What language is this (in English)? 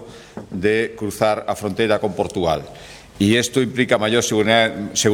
Galician